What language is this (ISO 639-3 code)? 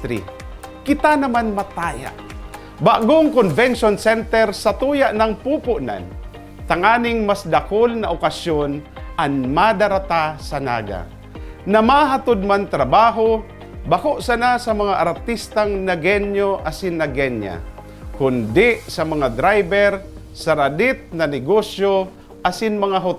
bik